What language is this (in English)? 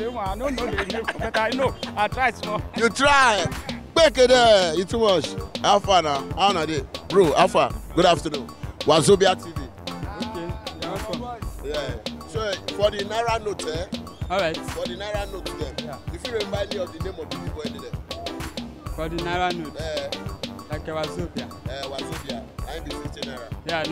Nigerian Pidgin